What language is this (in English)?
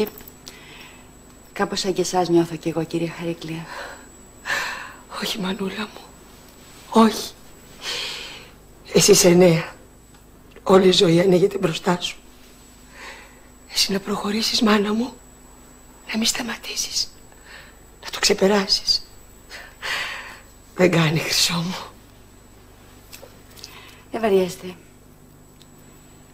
Greek